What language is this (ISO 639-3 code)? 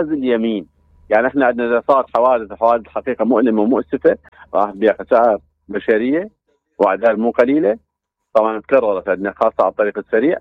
acm